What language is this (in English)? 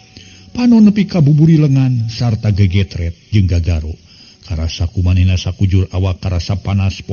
Sundanese